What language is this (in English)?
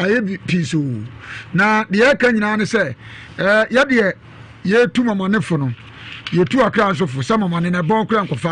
Akan